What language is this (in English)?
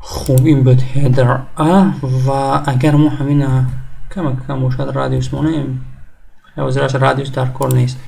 Tajik